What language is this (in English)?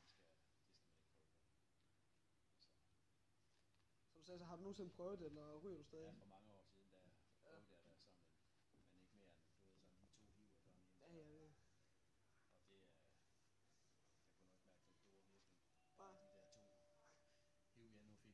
Danish